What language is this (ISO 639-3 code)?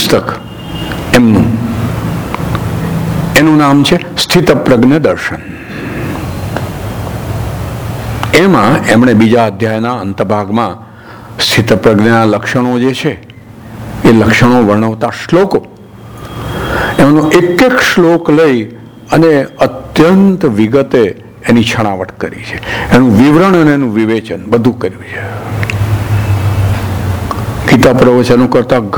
guj